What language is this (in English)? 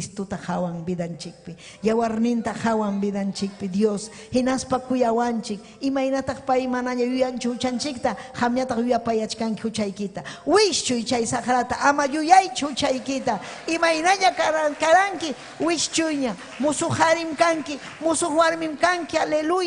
Ayacucho Quechua